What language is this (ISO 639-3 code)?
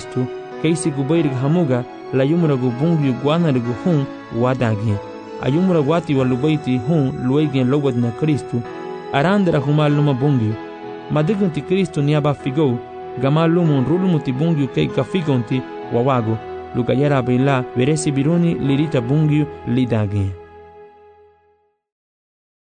cab